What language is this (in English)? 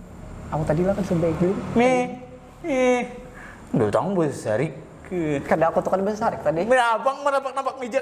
Banjar